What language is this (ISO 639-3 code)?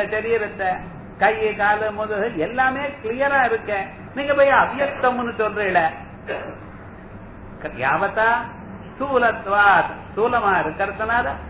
tam